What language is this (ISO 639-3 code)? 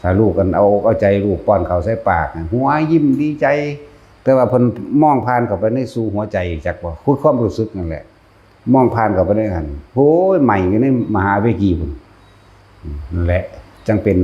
tts